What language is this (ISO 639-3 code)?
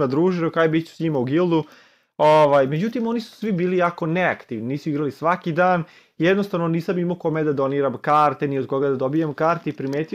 srp